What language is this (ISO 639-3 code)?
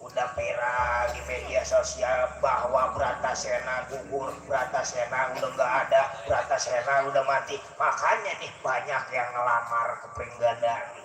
bew